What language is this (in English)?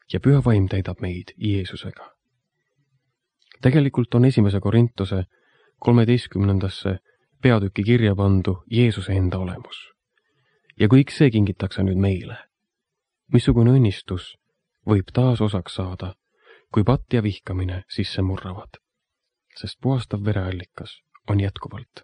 Estonian